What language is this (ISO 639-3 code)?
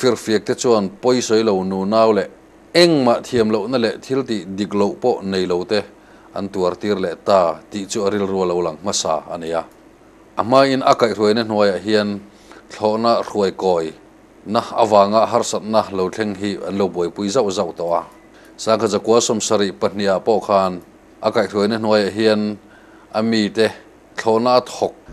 lus